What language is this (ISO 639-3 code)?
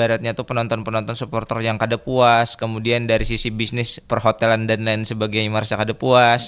bjn